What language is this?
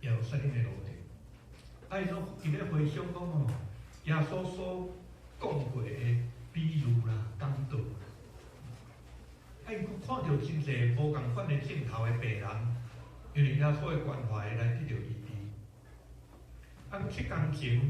Min Nan Chinese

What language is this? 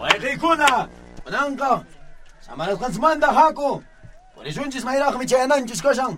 South Bolivian Quechua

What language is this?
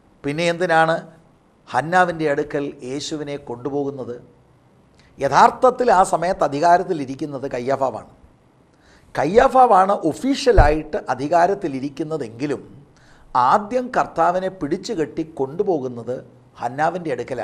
Malayalam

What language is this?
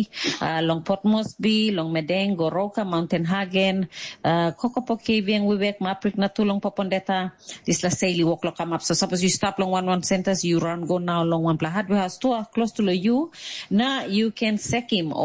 Tok Pisin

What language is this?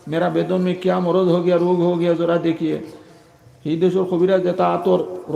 Sylheti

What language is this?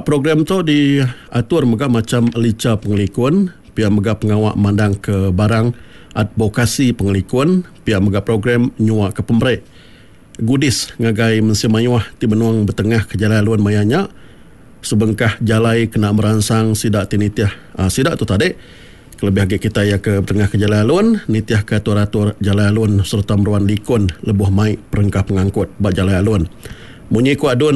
Iban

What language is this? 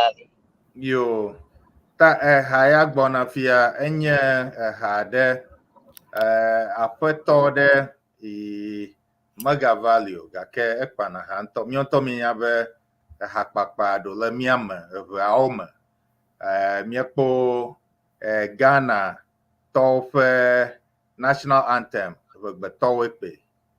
Ewe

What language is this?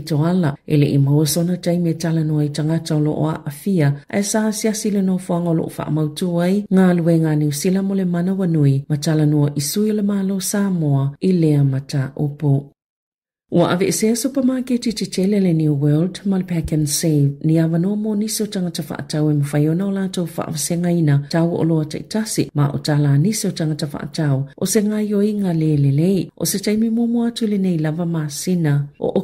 Samoan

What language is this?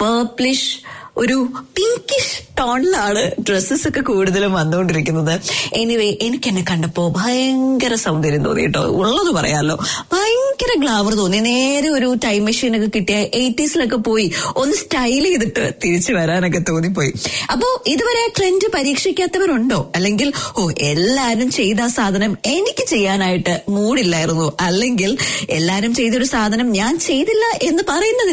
Malayalam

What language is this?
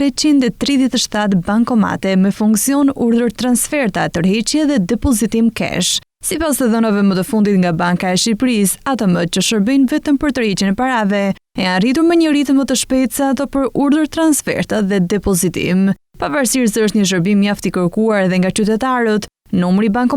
Albanian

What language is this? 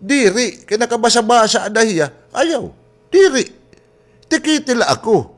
Waray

